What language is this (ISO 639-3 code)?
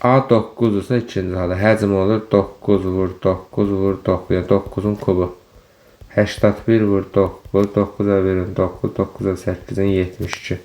aze